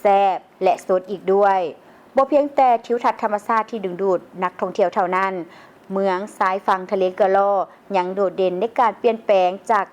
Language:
Lao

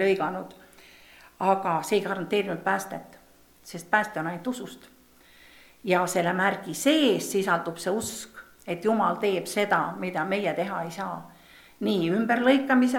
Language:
Estonian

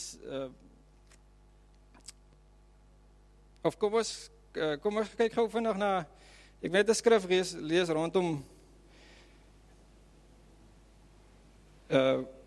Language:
Afrikaans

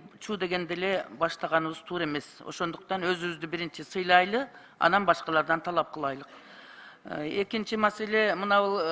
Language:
Kyrgyz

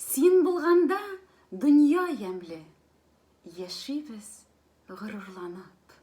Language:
Tatar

